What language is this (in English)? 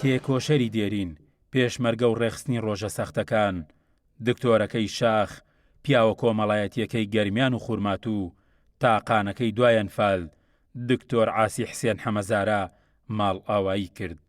Central Kurdish